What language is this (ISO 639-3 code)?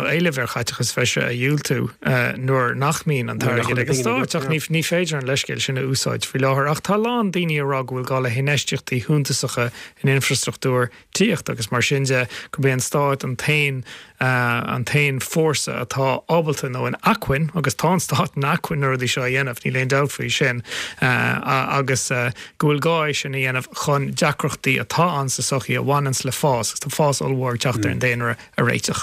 gle